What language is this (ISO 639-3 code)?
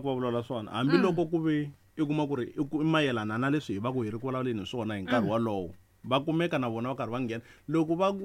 tso